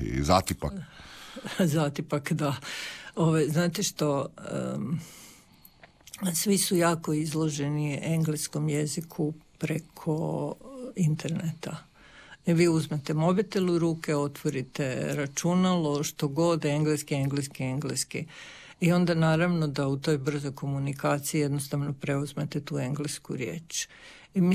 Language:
Croatian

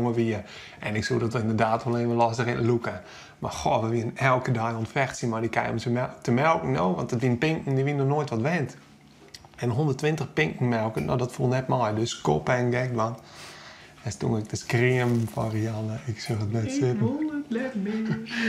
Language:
Western Frisian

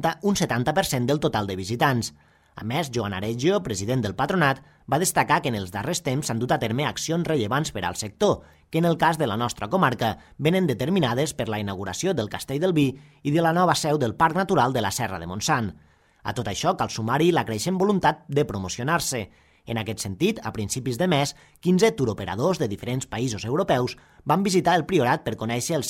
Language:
Catalan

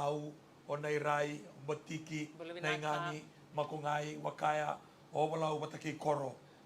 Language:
Fijian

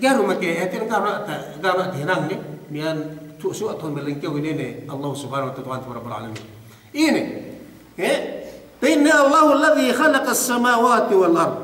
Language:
Yakan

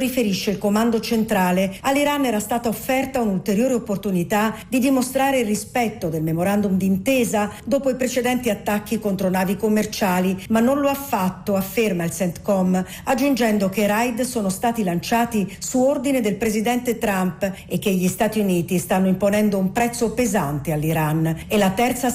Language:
Italian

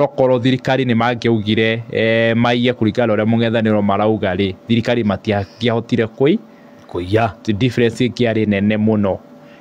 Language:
Kikuyu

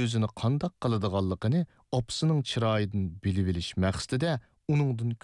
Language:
Uyghur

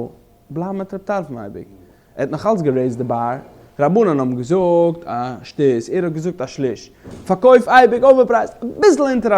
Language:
Yiddish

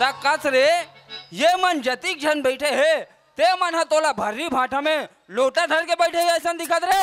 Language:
Chhattisgarhi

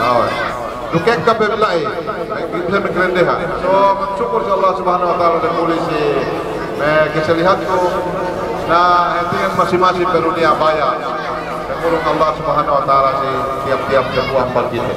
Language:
Yakan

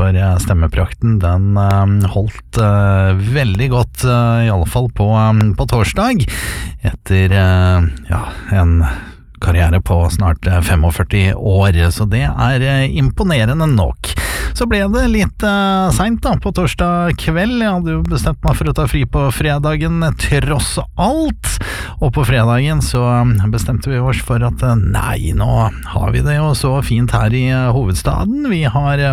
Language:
Norwegian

